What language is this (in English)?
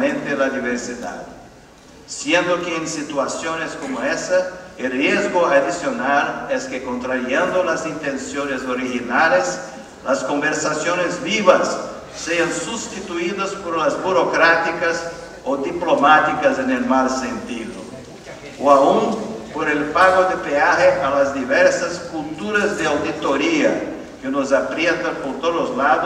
Spanish